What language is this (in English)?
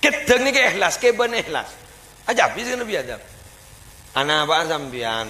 Madurese